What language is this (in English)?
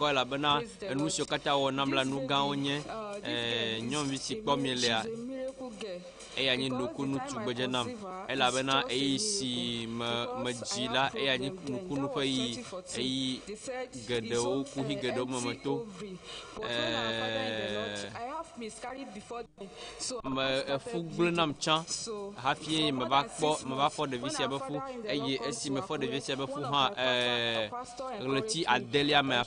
Ewe